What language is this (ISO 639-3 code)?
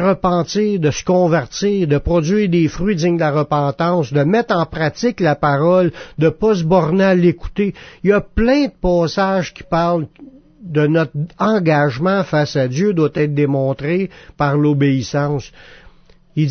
fra